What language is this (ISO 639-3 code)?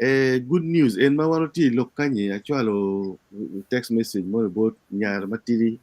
ach